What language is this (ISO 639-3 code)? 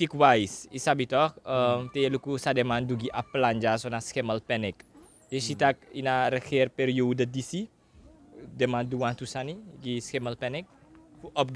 srn